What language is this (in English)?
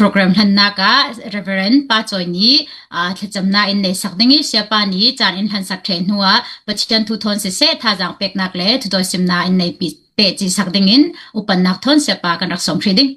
Hakha Chin